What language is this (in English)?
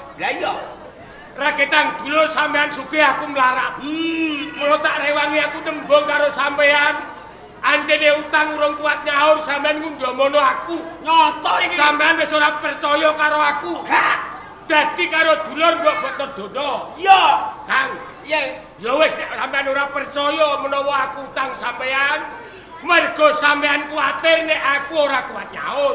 Javanese